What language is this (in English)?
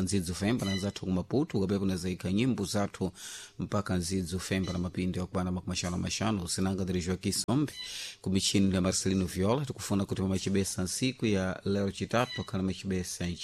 Sena